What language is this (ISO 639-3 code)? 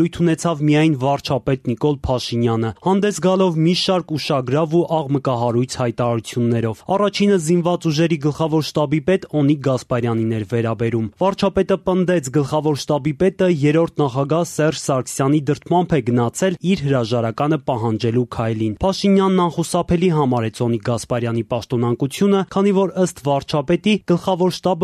hye